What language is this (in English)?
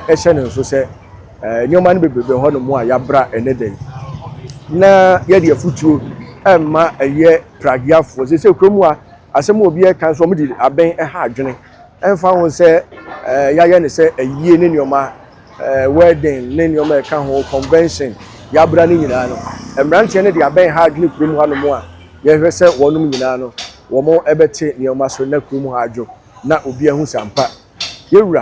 Akan